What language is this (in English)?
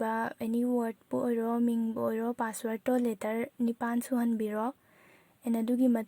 Manipuri